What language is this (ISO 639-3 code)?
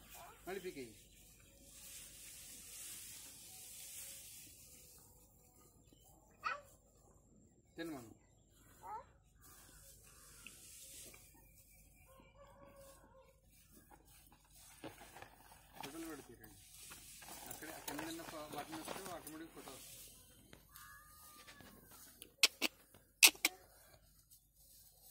tel